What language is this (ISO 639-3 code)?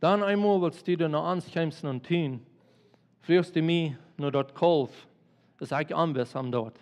pdt